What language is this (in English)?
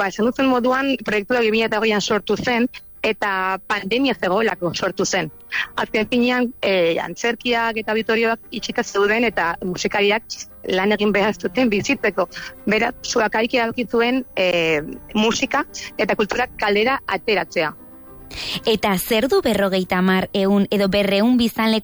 Basque